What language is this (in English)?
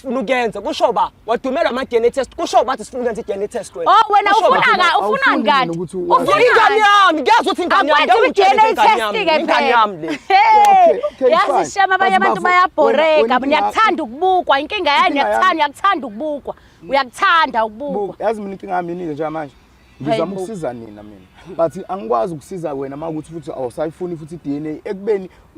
Zulu